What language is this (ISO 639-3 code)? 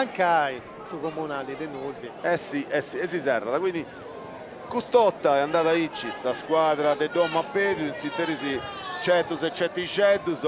srd